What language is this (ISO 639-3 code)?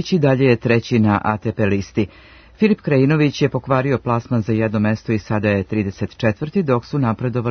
srp